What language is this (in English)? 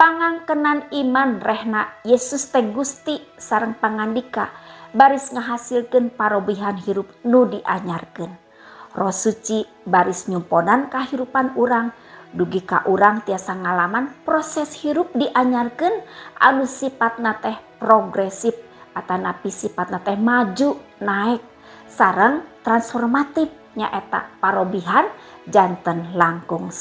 Sundanese